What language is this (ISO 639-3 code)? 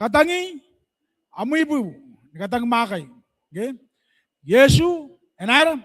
gil